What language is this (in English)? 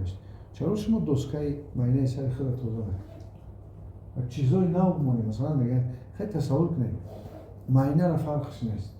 Tajik